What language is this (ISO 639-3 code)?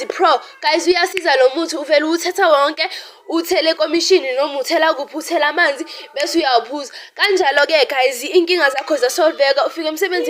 zul